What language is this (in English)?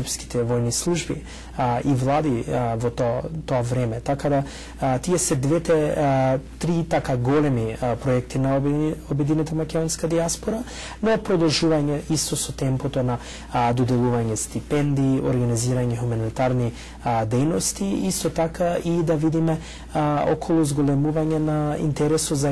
Macedonian